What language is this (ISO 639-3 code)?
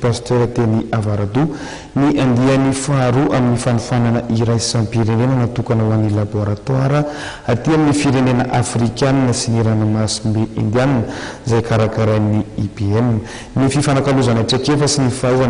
mlg